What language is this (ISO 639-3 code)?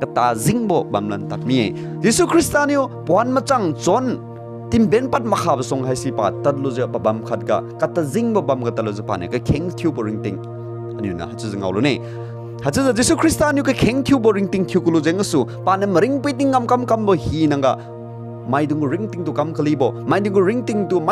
njn